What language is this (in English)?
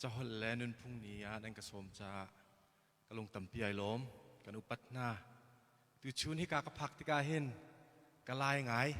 Hakha Chin